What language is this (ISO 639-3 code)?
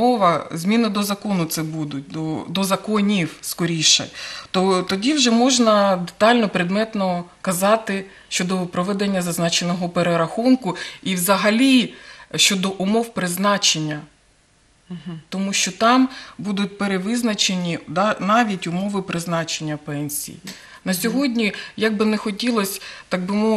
ukr